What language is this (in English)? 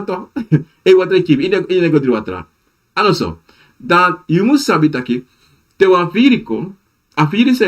Sranan Tongo